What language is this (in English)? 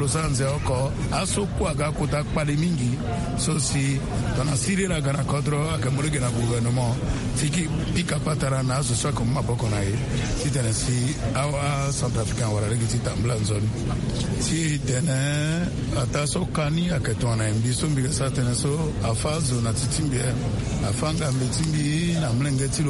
Sango